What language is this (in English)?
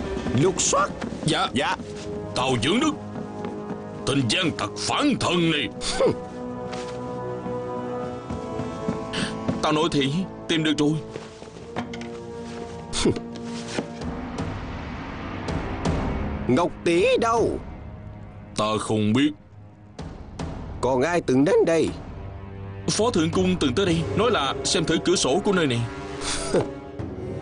Vietnamese